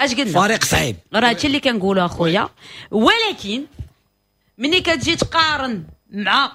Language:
Moroccan Arabic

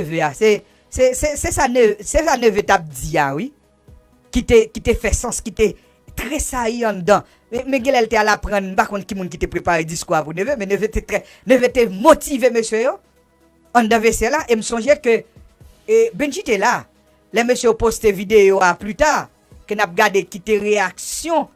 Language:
Haitian Creole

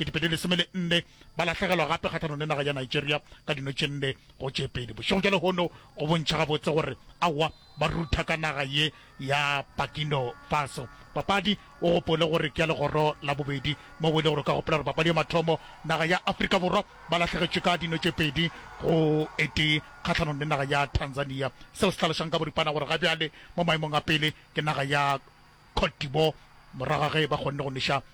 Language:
Northern Sotho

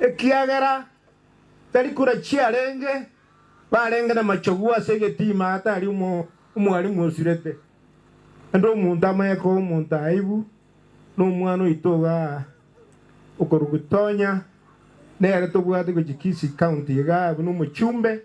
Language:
Gusii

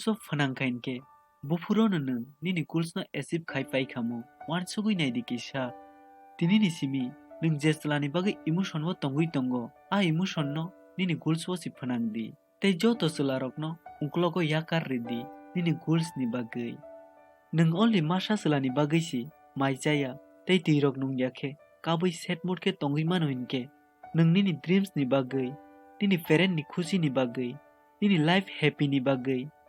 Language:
Kok Borok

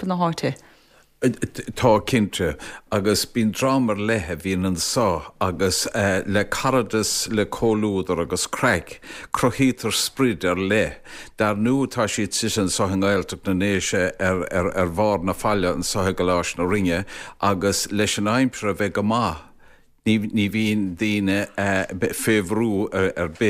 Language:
Irish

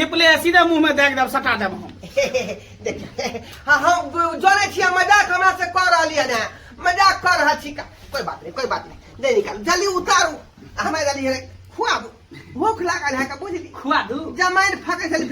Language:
Maithili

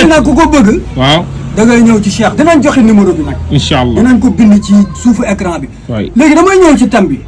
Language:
Wolof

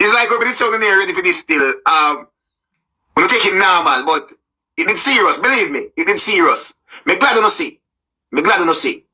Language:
Jamaican Creole English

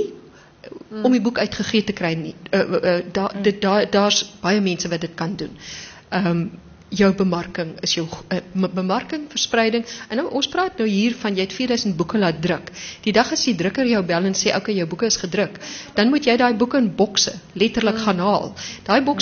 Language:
Afrikaans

